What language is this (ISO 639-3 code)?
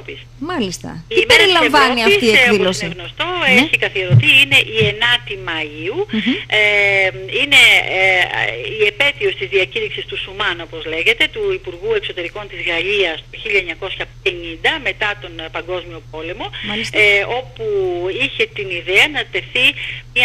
ell